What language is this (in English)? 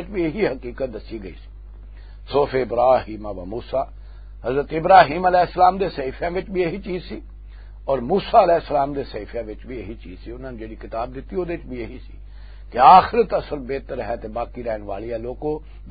Western Panjabi